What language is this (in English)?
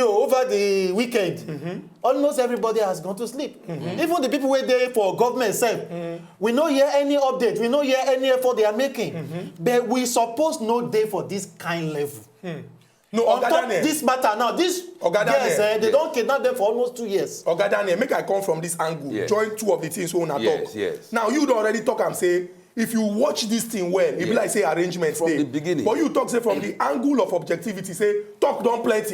Nigerian Pidgin